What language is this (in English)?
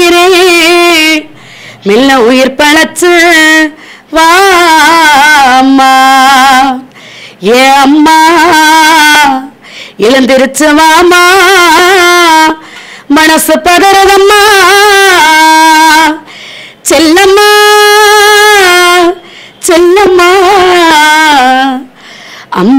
Tamil